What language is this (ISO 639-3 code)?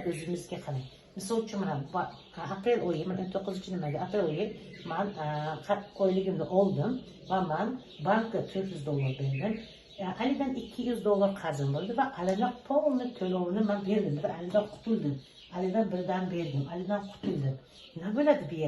uzb